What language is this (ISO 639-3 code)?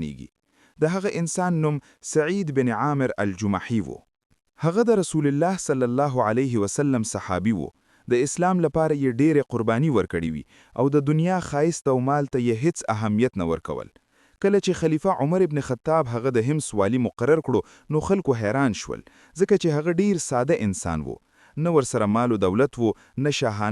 pus